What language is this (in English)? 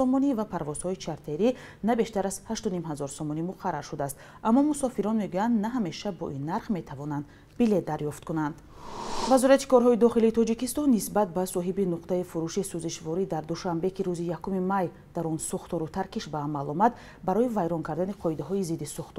Tajik